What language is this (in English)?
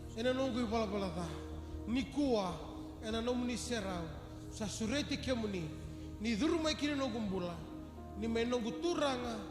Fijian